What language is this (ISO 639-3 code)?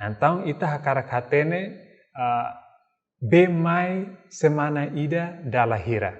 tet